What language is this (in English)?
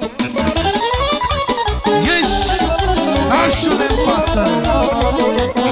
Romanian